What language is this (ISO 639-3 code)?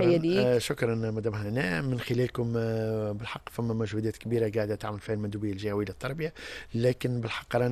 aeb